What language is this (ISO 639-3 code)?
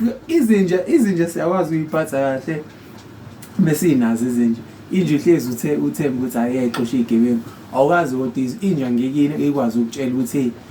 zul